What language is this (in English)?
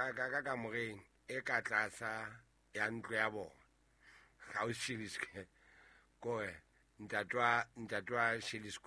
Southern Sotho